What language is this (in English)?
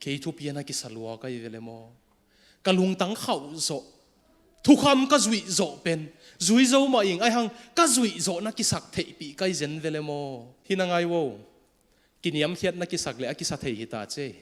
Tedim Chin